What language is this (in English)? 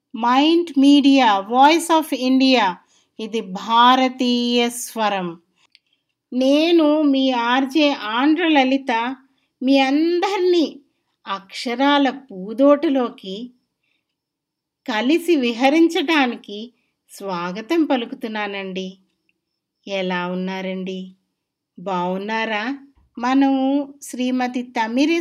Telugu